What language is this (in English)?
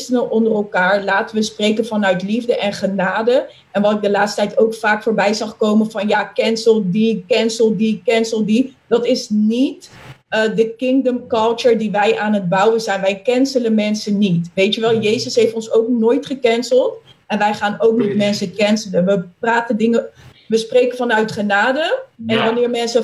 Dutch